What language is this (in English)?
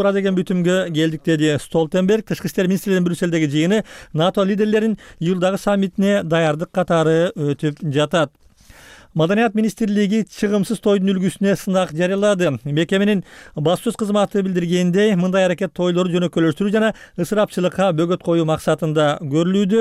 Kyrgyz